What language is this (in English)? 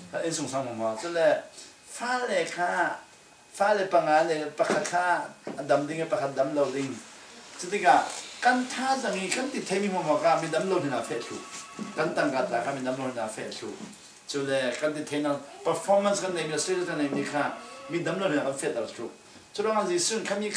Falam Chin